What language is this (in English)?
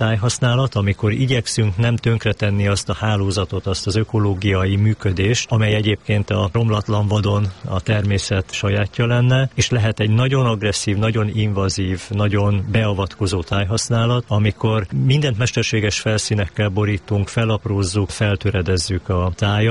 Hungarian